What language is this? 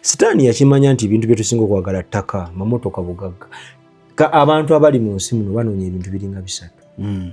Ganda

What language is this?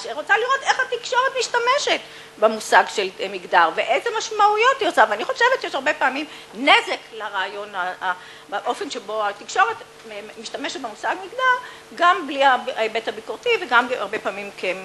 Hebrew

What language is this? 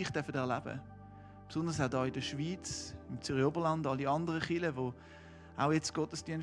Swiss German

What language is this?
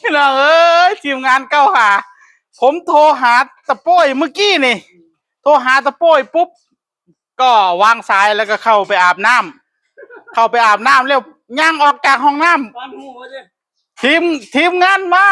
Northeastern Thai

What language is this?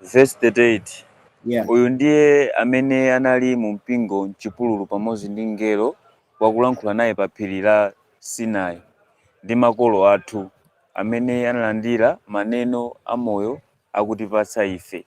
Nyanja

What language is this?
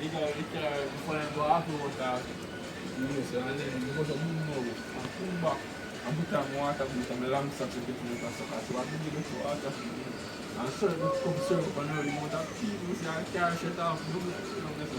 Jamaican Creole English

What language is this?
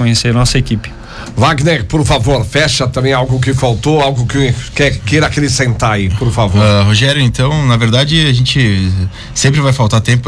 Portuguese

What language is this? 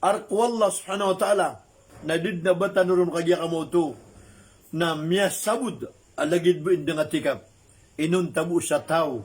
Maranao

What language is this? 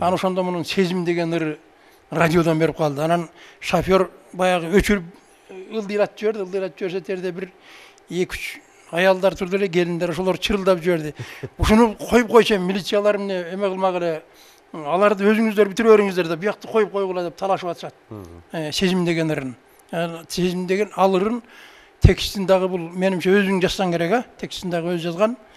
Kyrgyz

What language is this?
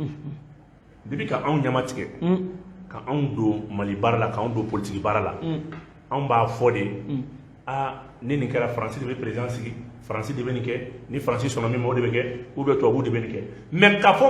Bambara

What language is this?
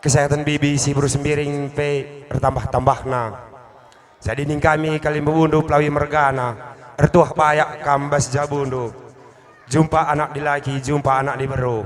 Batak Karo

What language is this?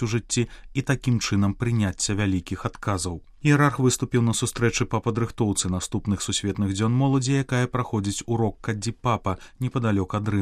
Belarusian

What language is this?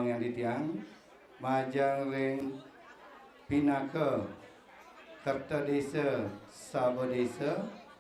Balinese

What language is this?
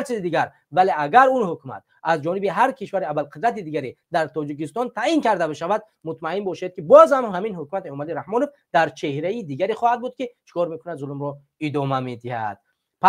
Tajik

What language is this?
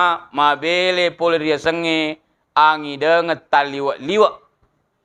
Buginese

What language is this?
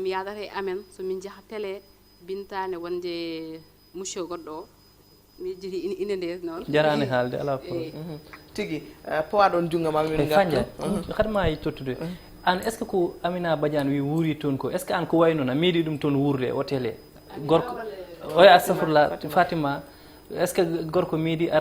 Fula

